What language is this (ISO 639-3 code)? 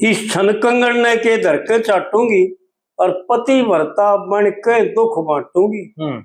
bgc